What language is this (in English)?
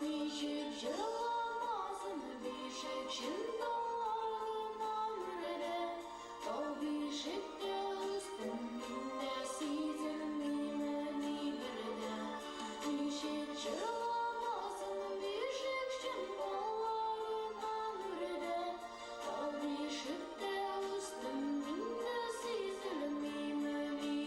Bashkir